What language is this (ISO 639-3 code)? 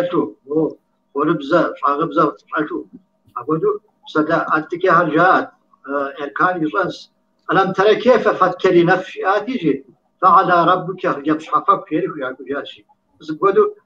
kbd